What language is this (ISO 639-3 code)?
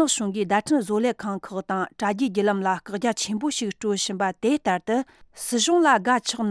bod